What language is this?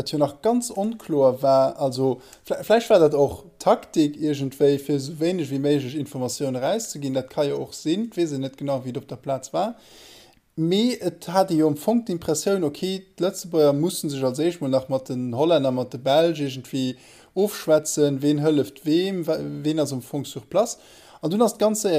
Luxembourgish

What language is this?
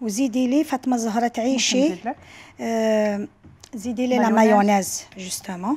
Algerian Arabic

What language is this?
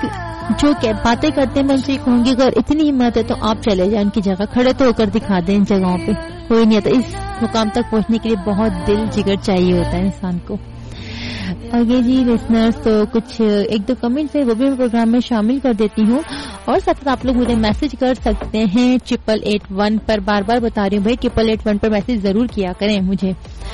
Urdu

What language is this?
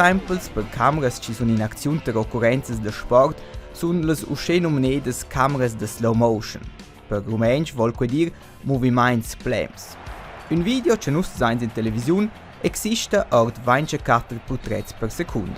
Romansh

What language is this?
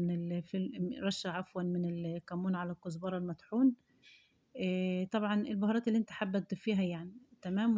Egyptian Arabic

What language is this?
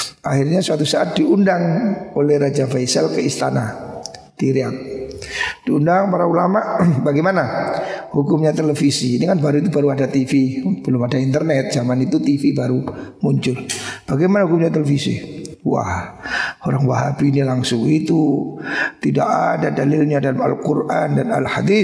Indonesian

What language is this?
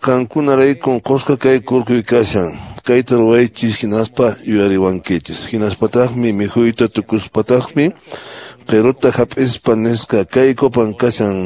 Quechua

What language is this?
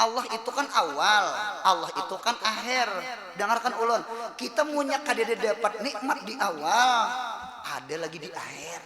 Banjar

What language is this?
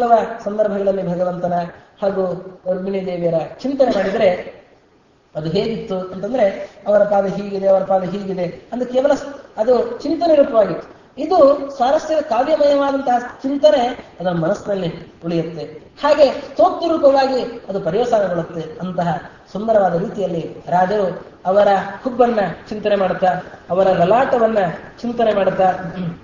Kannada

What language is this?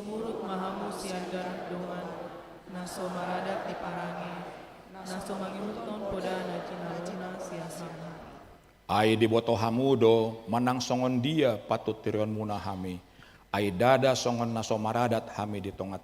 Batak Toba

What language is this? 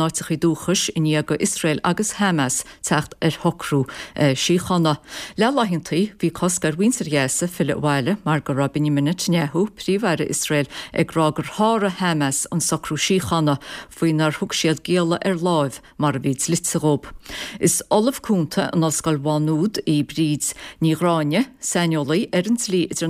Irish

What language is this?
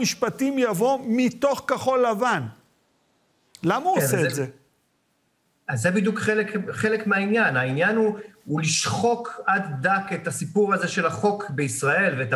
Hebrew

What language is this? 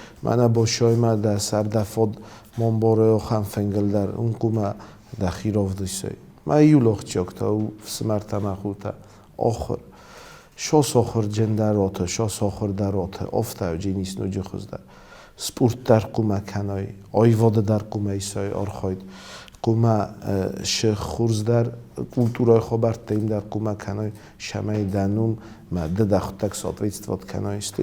Ossetic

